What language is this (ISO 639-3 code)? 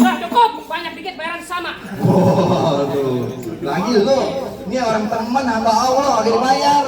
bew